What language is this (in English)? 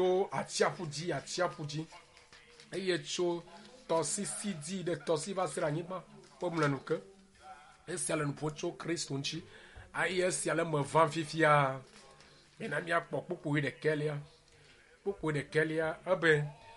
Ewe